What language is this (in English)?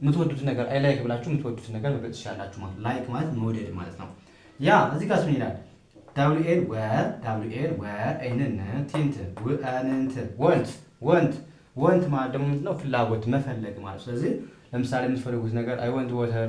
Amharic